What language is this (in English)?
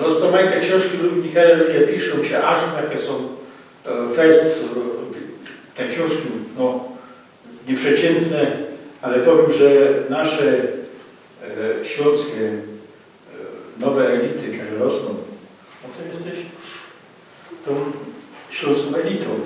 Silesian